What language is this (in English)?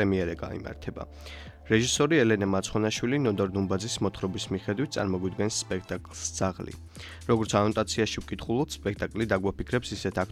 Georgian